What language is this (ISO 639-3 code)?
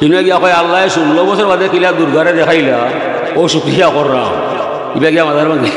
syl